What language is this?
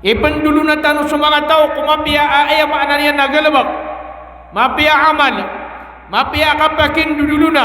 Maranao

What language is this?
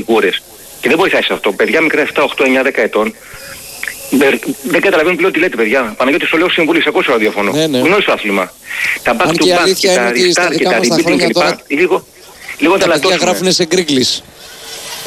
Greek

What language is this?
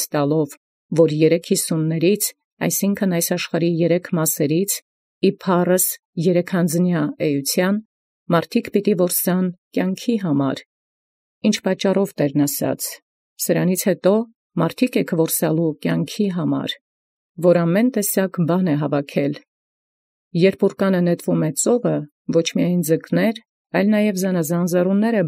Armenian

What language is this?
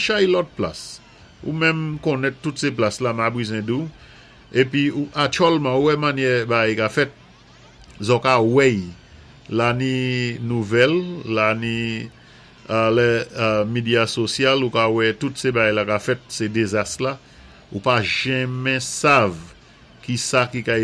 Saint Lucian Creole French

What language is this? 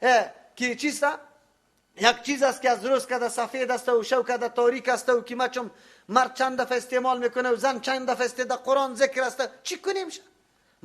Persian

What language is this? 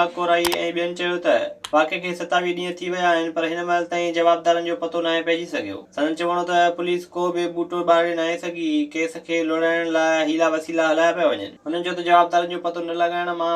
Sindhi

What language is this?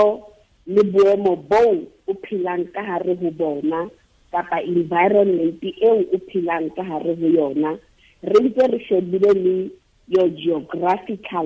Southern Sotho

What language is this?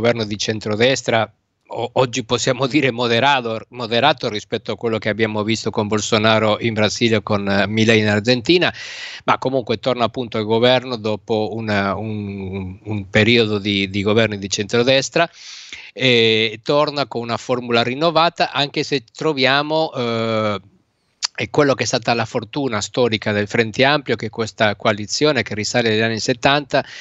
Italian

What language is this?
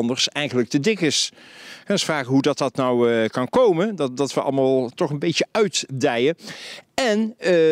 Dutch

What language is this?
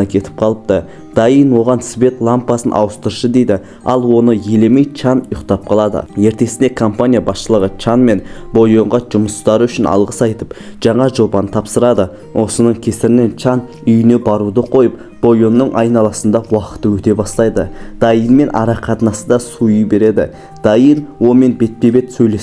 Kazakh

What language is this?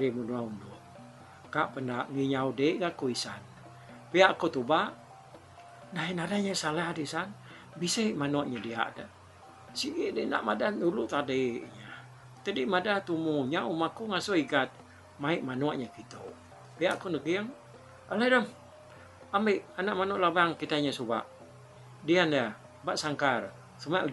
Iban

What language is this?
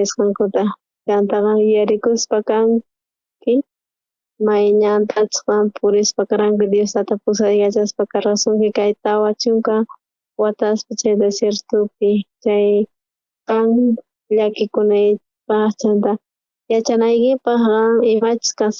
South Bolivian Quechua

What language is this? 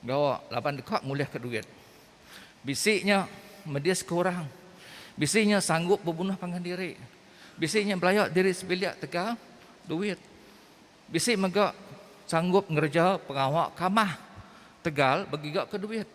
Iban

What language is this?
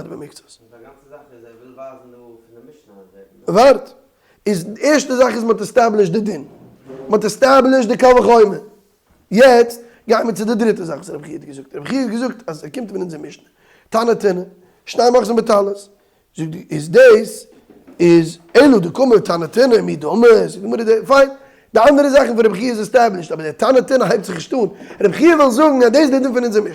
Yiddish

